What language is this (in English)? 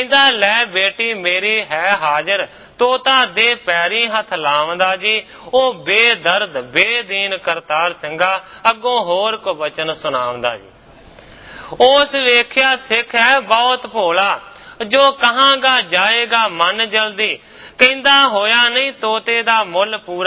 Punjabi